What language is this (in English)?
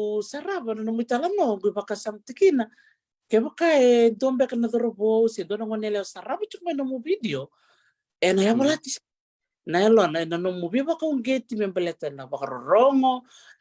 Fijian